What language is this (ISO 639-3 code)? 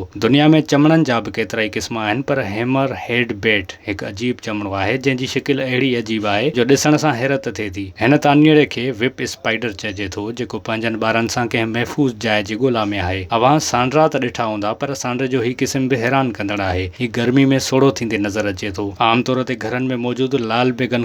snd